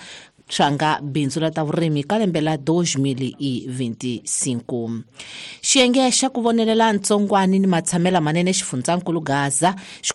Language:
Tsonga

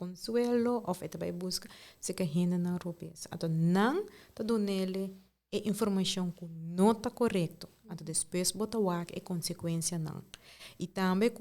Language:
Papiamento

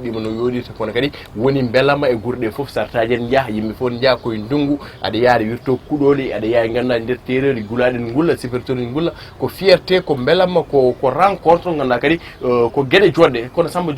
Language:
Fula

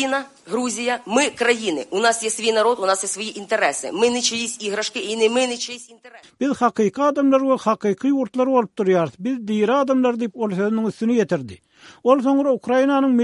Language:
Turkmen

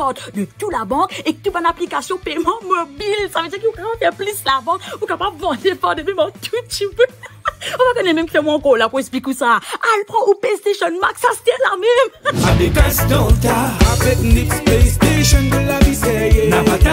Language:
Morisyen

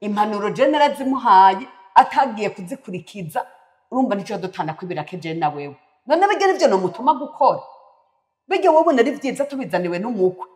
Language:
Rundi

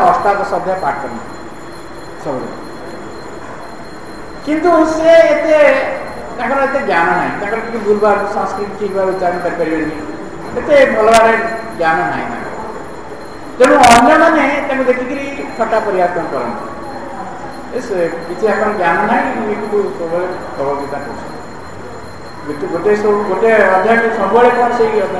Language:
Odia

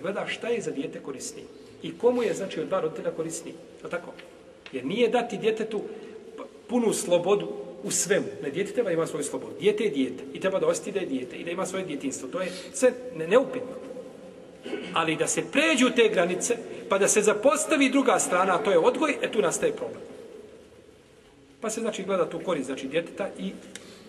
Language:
Bosnian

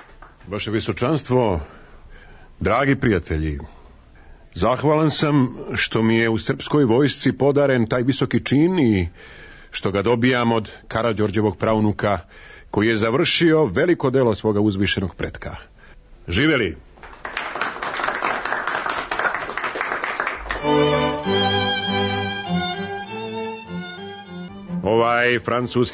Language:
Serbian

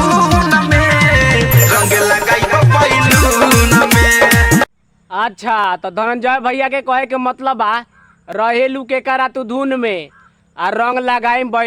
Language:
Bhojpuri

